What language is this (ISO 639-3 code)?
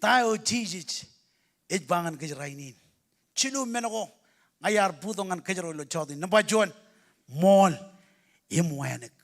mah